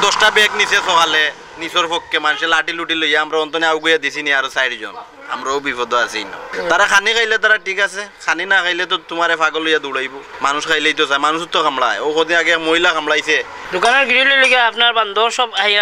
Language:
Sylheti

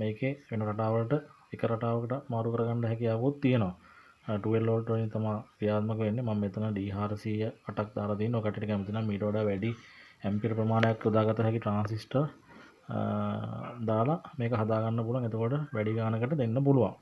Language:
Sinhala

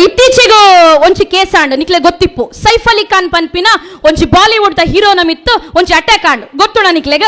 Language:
Tulu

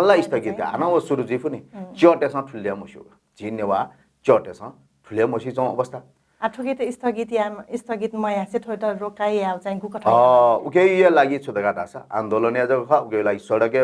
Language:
Newari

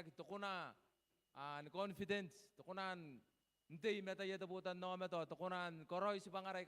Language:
Gilbertese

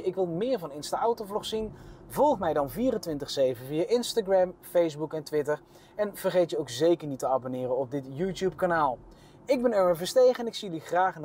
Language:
Dutch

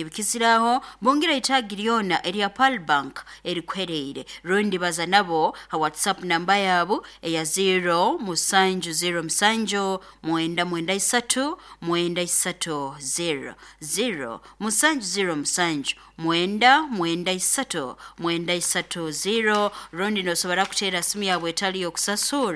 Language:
Nyoro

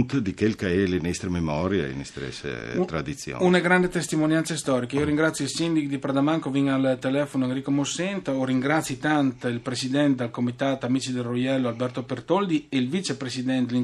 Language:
Friulian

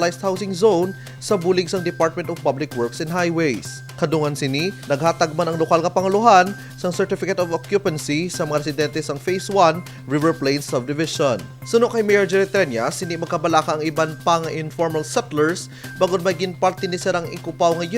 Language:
Hiligaynon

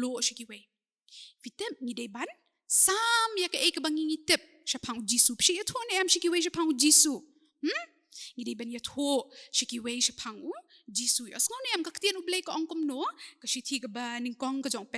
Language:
Khasi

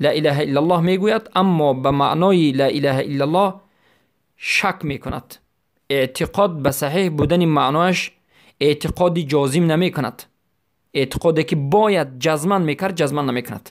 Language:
Persian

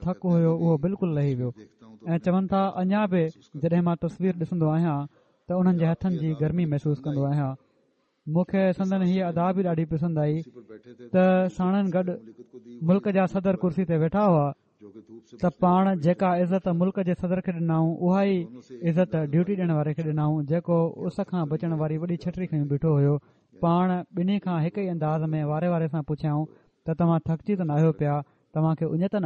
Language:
Sindhi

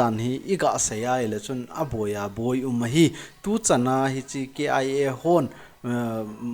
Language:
Thado Chin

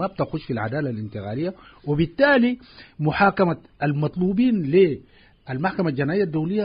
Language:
Sudanese Arabic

